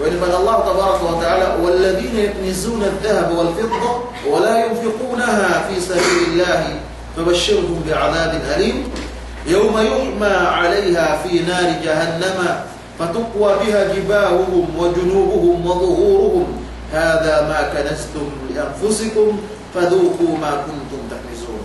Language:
Yakan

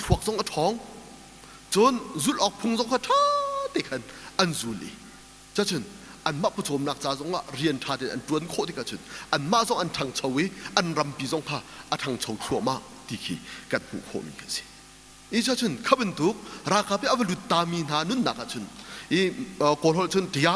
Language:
Hakha Chin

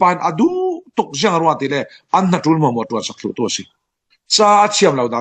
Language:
Falam Chin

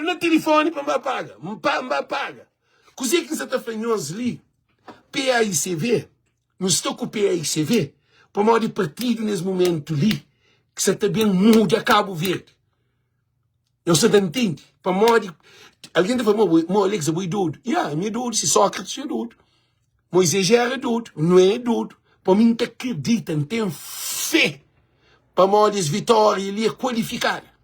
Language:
Kabuverdianu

